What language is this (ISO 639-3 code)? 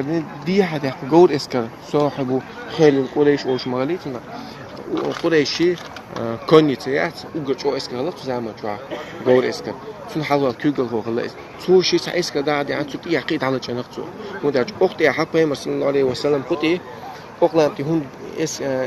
che